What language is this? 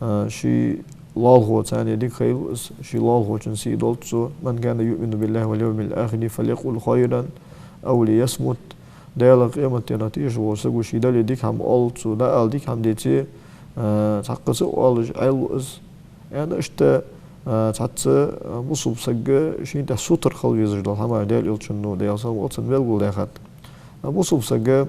Ingush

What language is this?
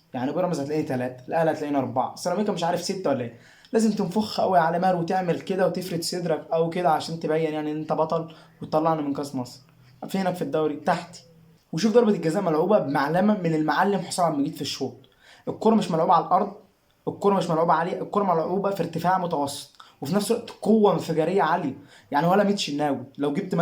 Egyptian Arabic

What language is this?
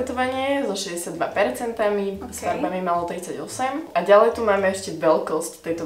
Slovak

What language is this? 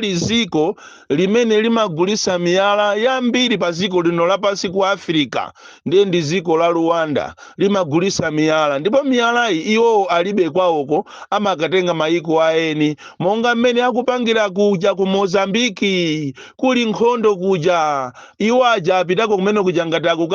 Nyanja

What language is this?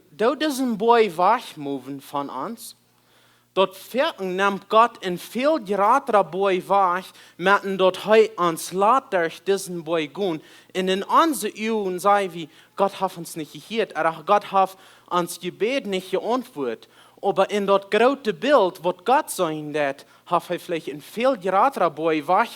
Plautdietsch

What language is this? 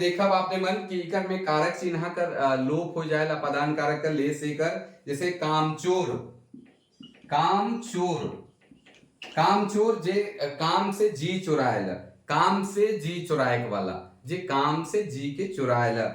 Sadri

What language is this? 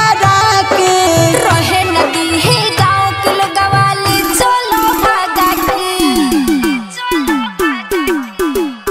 Bhojpuri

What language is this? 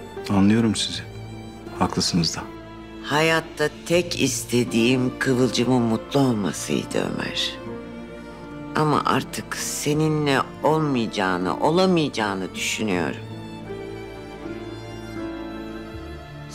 Turkish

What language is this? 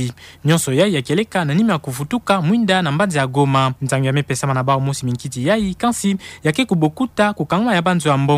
Kituba (Democratic Republic of Congo)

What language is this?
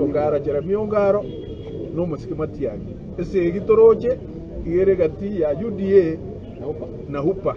Gusii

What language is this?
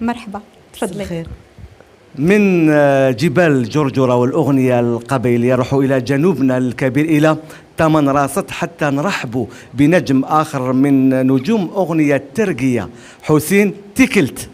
Algerian Arabic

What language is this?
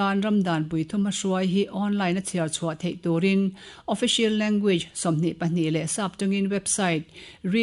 Mizo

